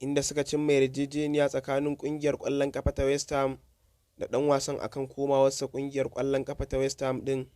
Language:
Hausa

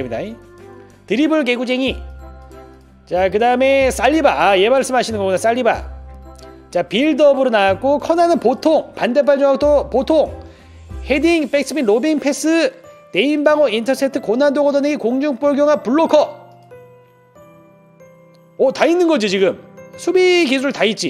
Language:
Korean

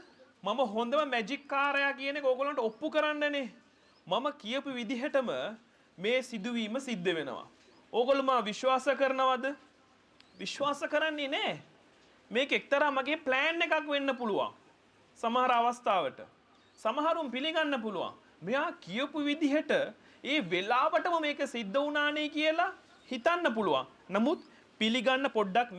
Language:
Sinhala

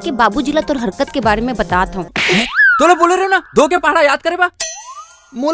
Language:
Chhattisgarhi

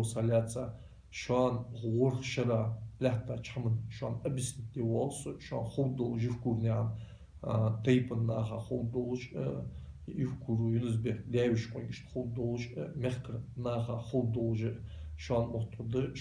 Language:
Ingush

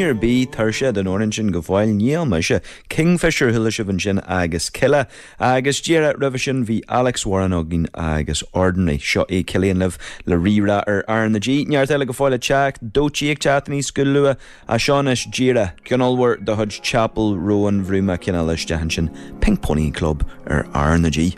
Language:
Irish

